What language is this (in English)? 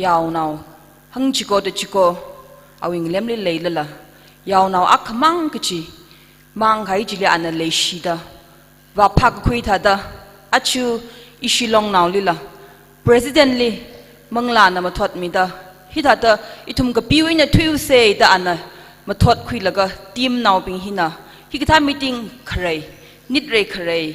Tangkhul Naga (India)